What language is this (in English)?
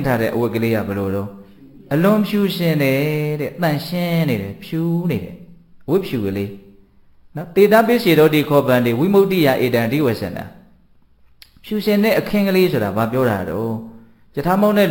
Burmese